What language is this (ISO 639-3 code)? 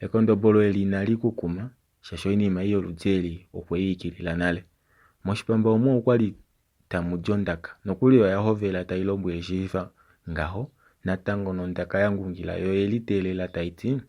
kua